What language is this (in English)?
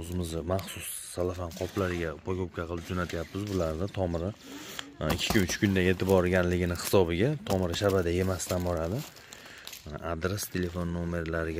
Uzbek